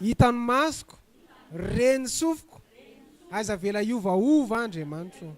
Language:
Malagasy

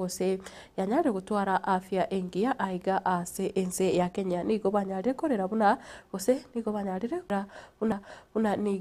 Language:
Gusii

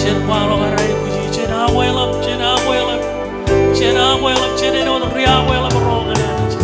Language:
Marshallese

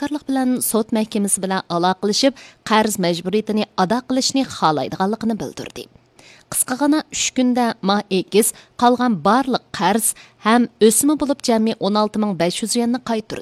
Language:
Uyghur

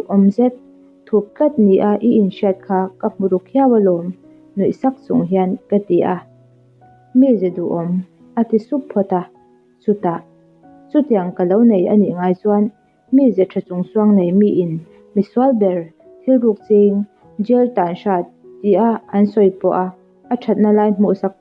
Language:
Mizo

